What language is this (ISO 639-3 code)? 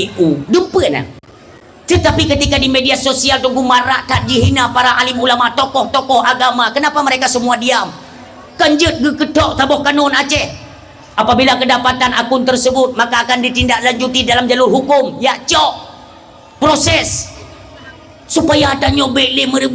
ace